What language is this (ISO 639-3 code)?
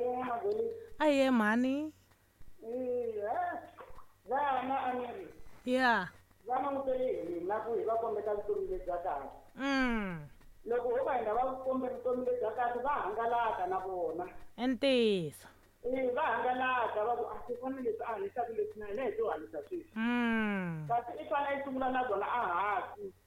tso